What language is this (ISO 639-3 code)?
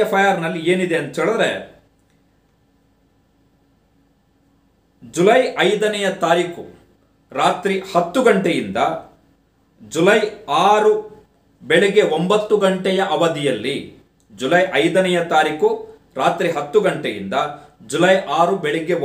kan